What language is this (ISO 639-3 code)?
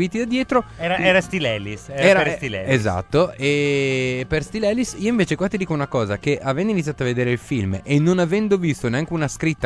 ita